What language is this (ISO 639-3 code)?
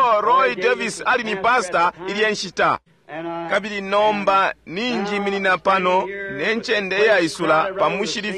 bem